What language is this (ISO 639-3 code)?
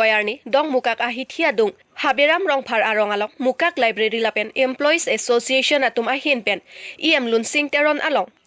mjw